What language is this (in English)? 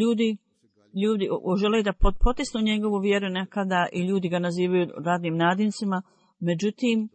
Bosnian